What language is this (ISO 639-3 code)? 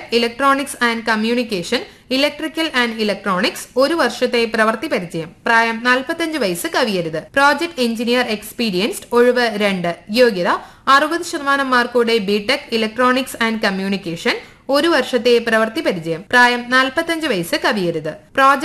mal